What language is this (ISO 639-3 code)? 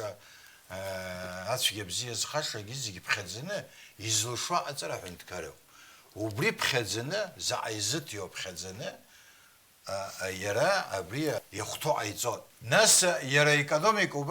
abk